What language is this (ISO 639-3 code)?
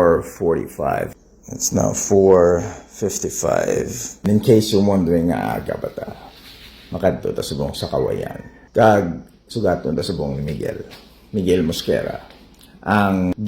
hil